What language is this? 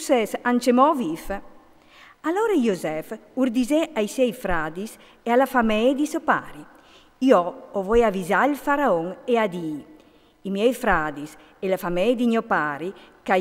Friulian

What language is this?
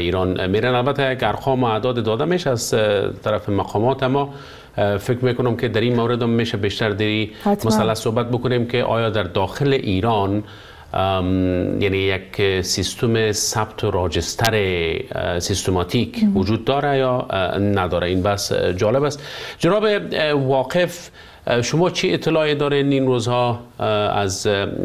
Persian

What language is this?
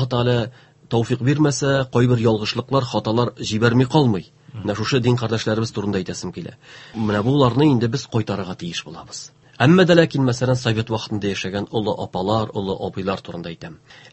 Tatar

